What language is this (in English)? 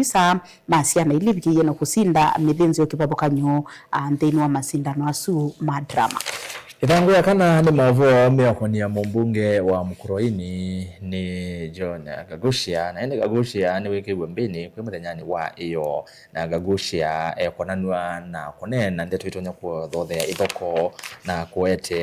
Kamba